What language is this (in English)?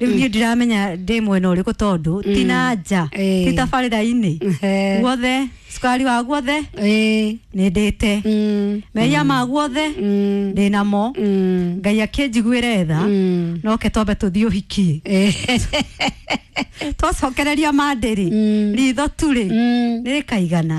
Kikuyu